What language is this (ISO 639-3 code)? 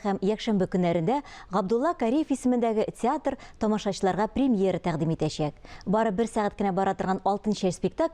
tat